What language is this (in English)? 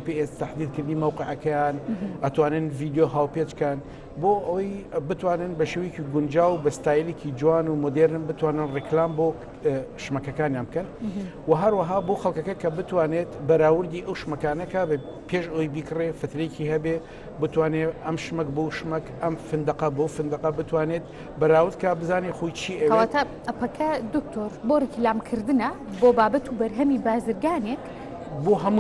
Central Kurdish